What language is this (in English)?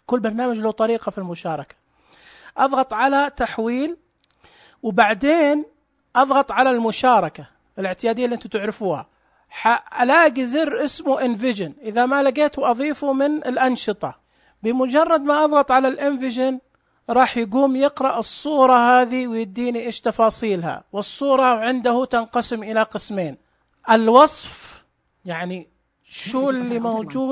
Najdi Arabic